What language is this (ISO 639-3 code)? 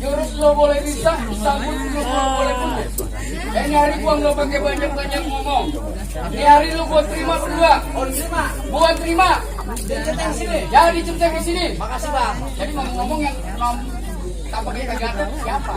bew